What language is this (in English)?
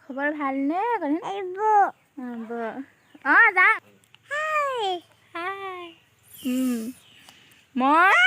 Assamese